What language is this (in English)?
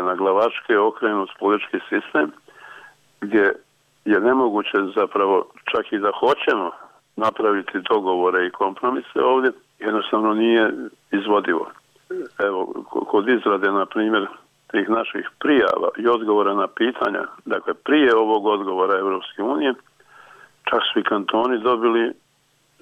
Bosnian